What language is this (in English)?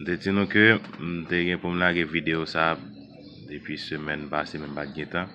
Haitian Creole